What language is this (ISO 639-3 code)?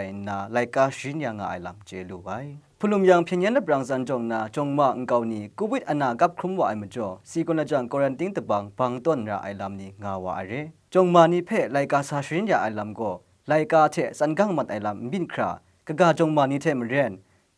kac